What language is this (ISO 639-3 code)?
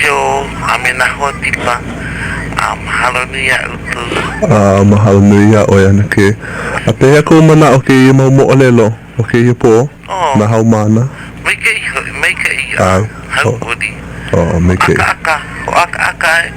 haw